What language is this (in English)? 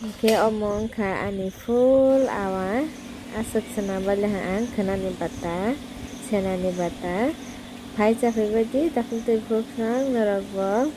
Kok Borok